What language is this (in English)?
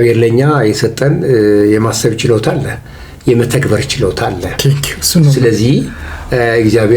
Amharic